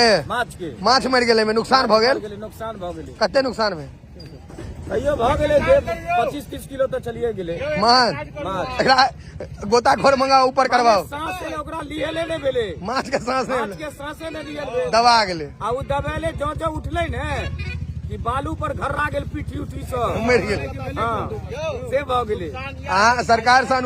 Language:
Maithili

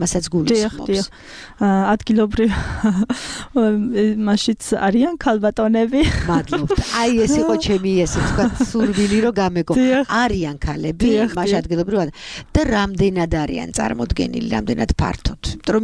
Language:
Georgian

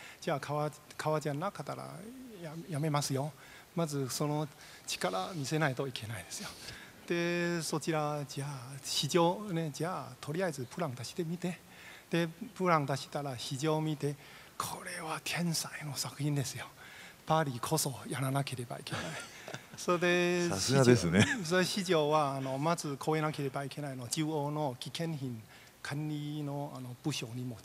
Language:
Japanese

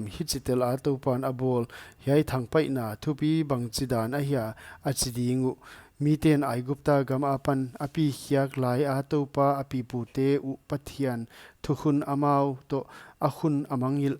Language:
Paite Chin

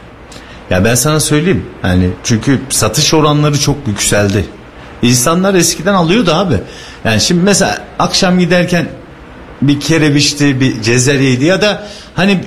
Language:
Turkish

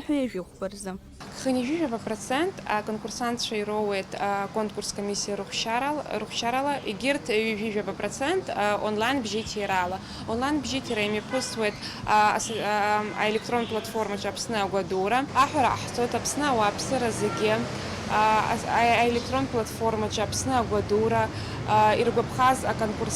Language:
Abkhazian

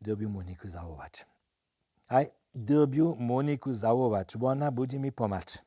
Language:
Upper Sorbian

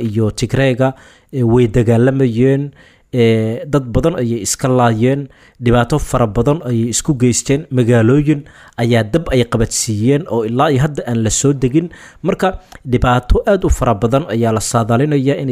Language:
Somali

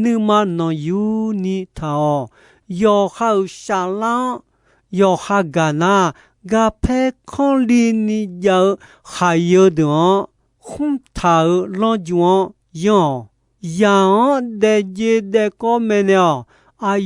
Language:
Akha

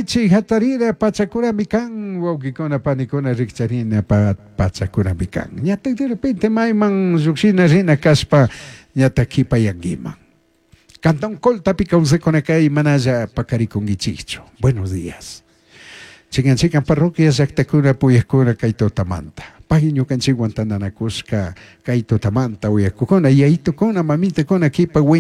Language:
Chimborazo Highland Quichua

